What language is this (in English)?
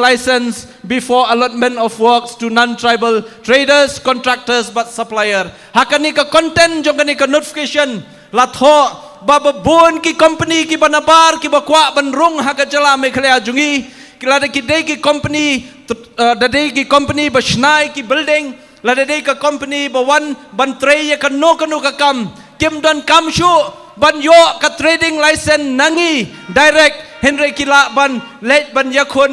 Khasi